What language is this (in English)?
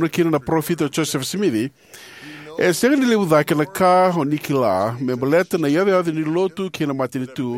Fijian